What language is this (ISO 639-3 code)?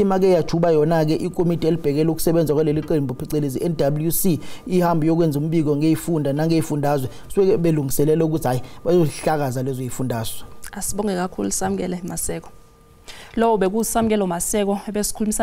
zul